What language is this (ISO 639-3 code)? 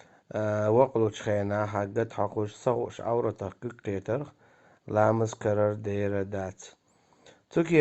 che